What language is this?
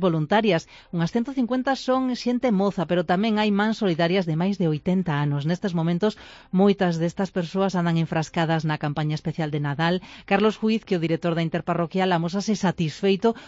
Galician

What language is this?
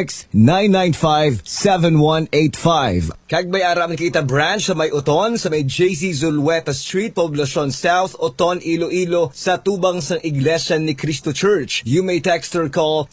Hiligaynon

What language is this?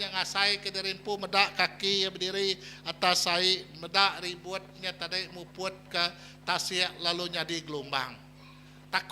Iban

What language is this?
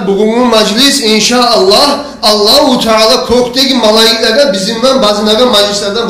Kumyk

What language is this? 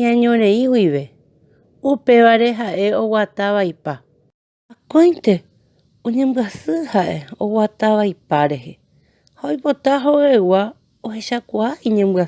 Guarani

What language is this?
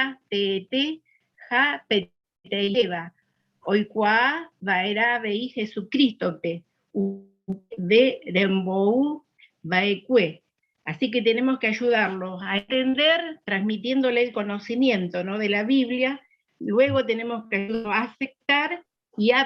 Guarani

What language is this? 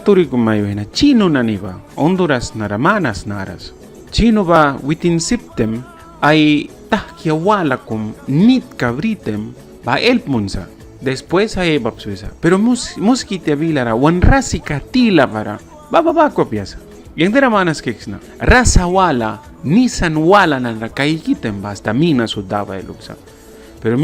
Mískito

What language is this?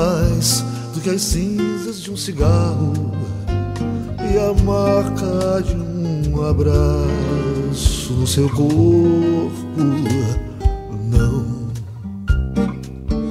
Portuguese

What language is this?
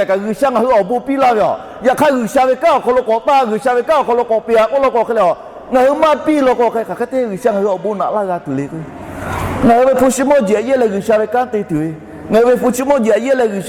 Lahu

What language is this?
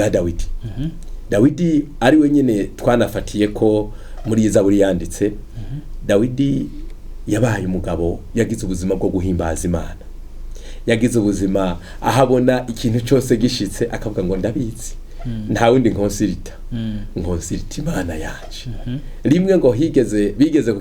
Rundi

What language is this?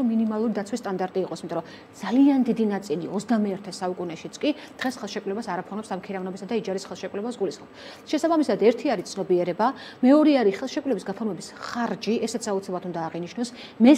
Georgian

